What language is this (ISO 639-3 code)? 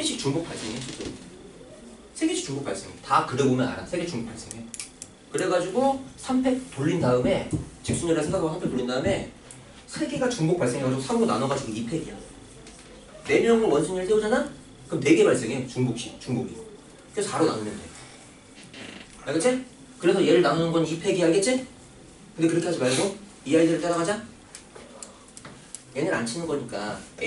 kor